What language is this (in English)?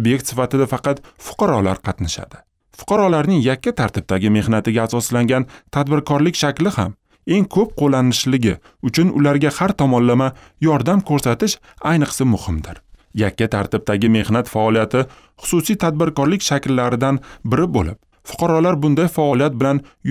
Uzbek